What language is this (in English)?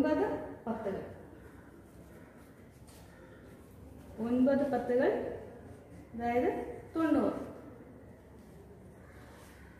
Malayalam